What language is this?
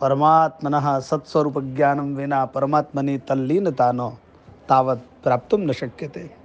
Sanskrit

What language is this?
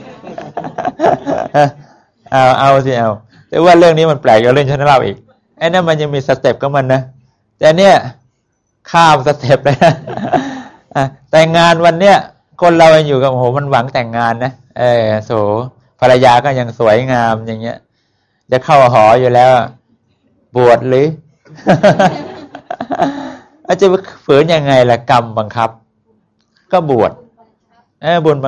Thai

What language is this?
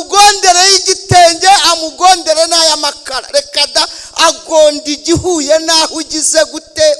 Kinyarwanda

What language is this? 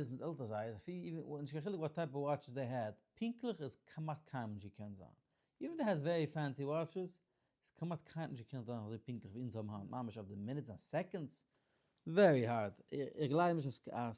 Yiddish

